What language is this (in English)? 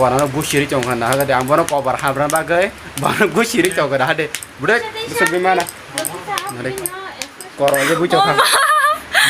Kok Borok